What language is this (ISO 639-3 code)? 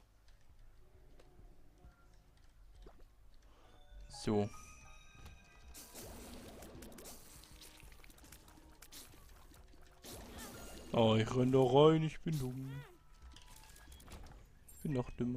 deu